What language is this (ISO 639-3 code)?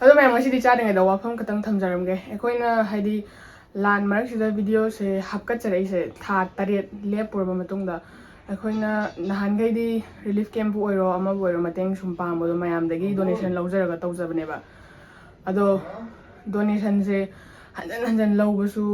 mni